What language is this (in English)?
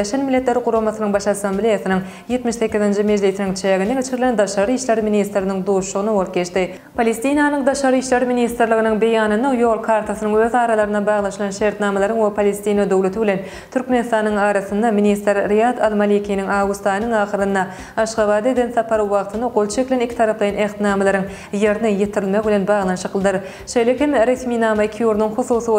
Turkmen